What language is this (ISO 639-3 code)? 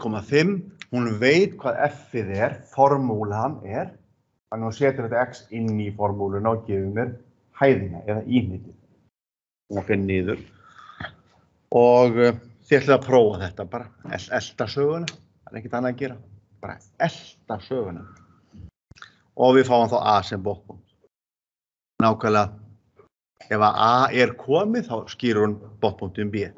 isl